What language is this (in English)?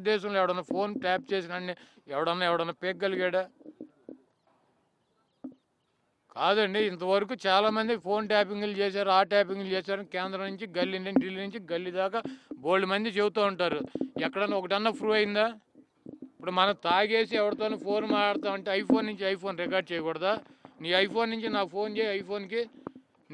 Telugu